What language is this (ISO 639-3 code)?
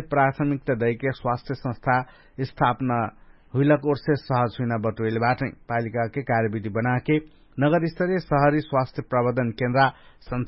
thl